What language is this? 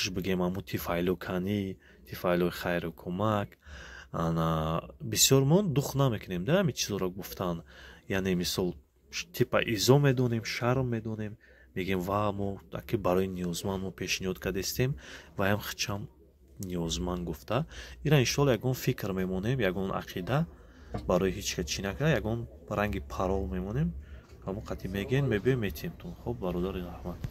Tajik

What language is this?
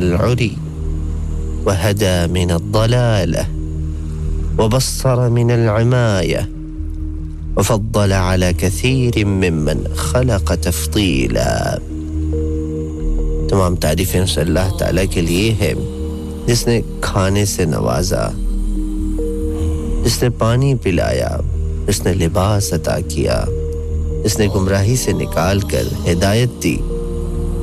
Urdu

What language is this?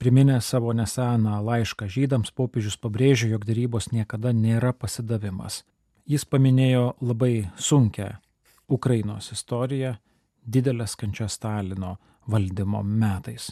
Lithuanian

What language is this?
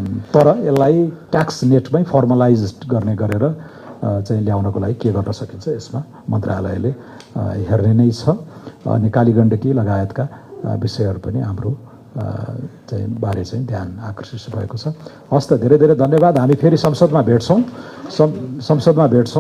Nepali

